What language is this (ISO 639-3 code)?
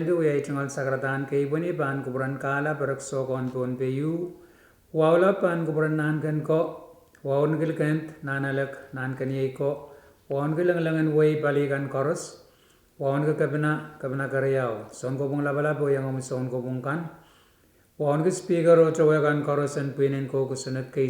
pon